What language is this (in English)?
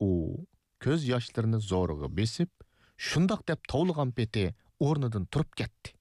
Uyghur